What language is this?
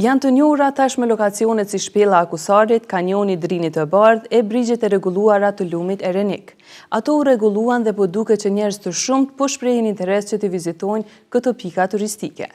Albanian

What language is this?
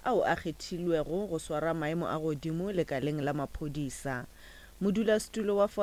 Northern Sotho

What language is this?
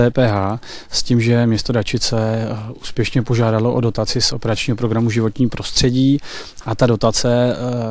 Czech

